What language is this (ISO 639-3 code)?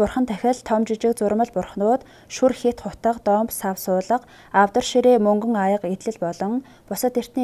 mon